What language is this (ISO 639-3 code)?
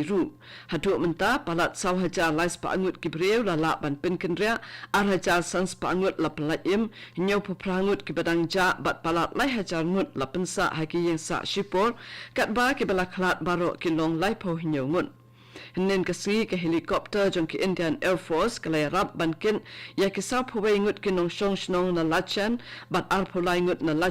kha